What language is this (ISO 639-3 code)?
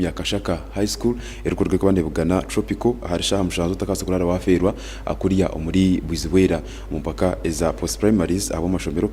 nyn